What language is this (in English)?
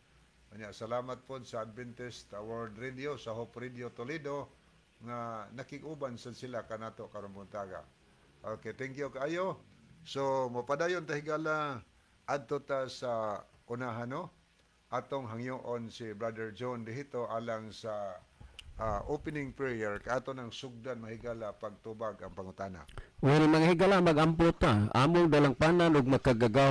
Cebuano